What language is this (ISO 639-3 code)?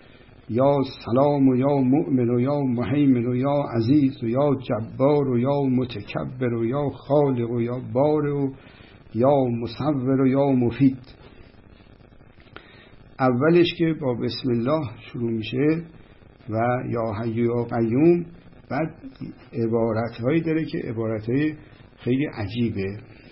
fas